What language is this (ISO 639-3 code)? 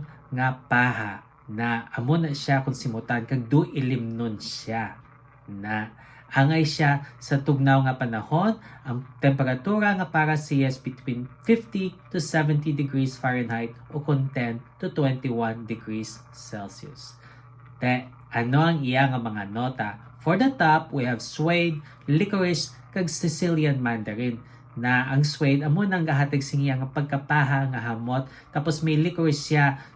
hil